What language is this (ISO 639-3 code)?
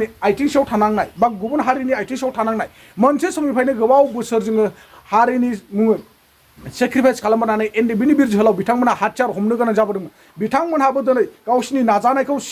brx